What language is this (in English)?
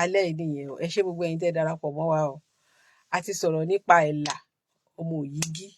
Yoruba